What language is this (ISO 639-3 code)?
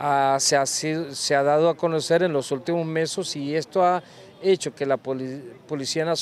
spa